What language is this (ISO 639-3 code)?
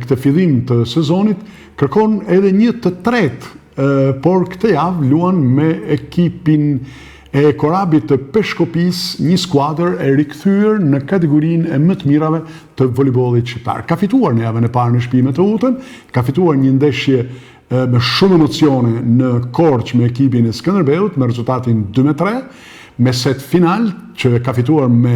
sqi